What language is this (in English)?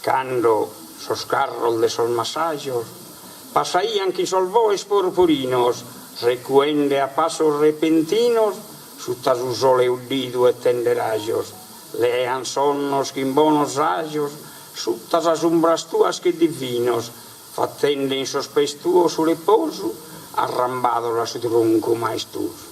Sardinian